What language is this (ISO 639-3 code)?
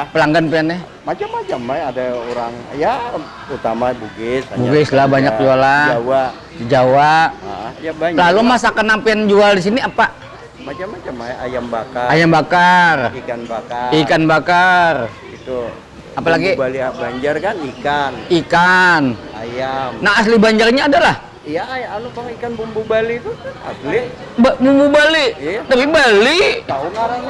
bjn